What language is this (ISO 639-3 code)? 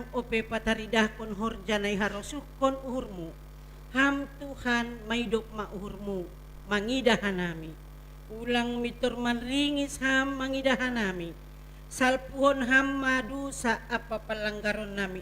bts